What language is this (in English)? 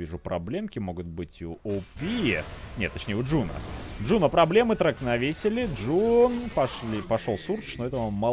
Russian